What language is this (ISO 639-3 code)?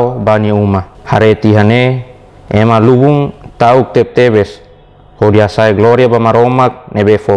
tet